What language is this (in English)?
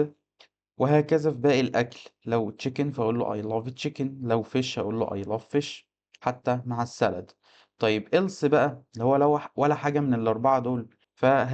Egyptian Arabic